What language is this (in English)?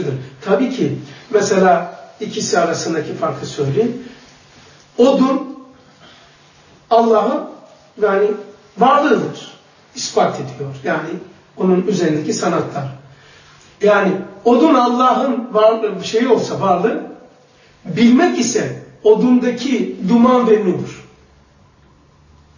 Turkish